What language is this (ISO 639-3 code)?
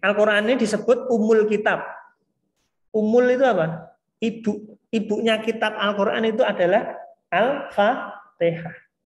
ind